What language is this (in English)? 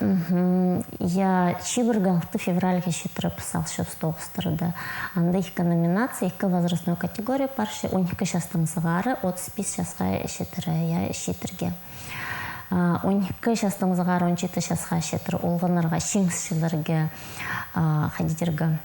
Khakas